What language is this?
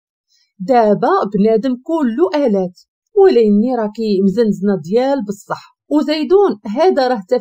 Moroccan Arabic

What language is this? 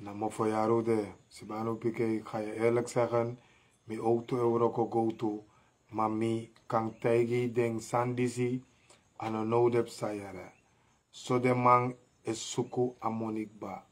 Sranan Tongo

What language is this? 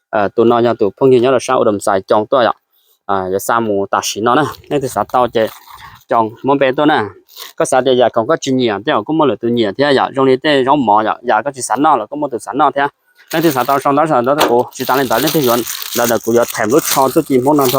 Hmong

